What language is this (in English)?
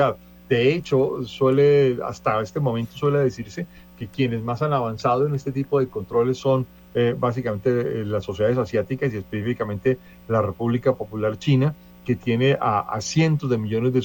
Spanish